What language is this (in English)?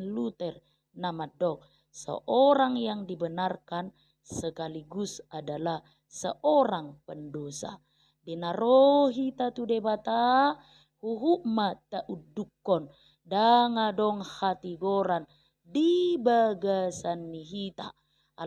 Batak Toba